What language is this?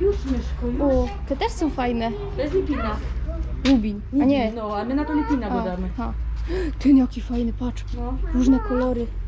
Silesian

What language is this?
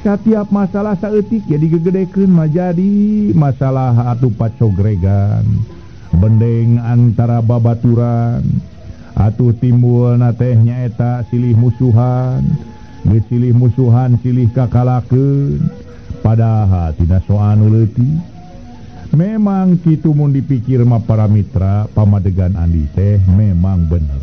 Sundanese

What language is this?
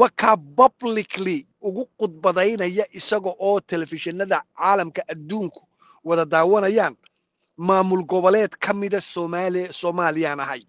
Somali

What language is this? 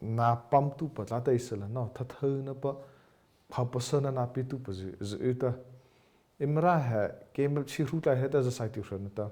Mara Chin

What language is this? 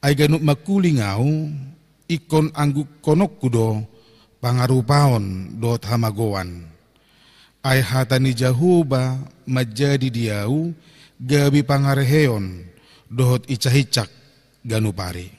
Batak Toba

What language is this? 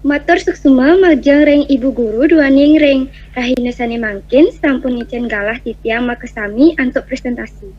Balinese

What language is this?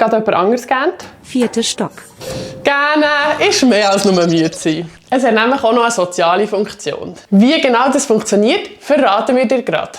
Swiss German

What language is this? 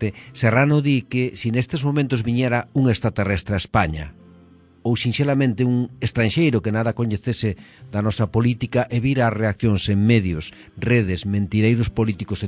Galician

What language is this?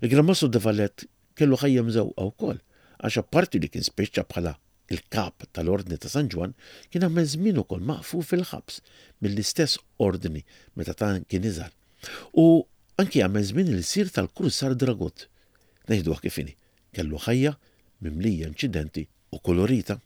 Maltese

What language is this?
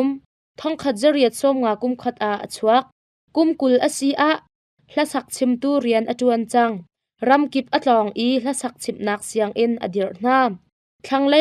Hakha Chin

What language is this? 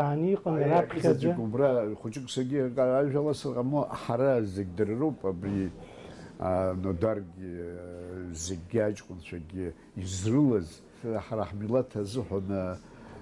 Abkhazian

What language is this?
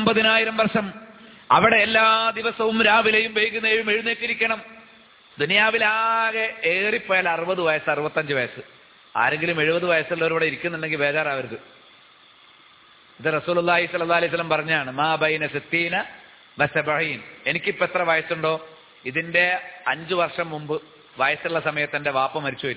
Malayalam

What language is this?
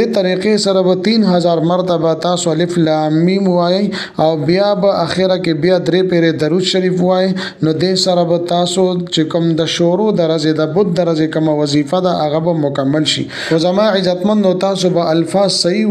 Pashto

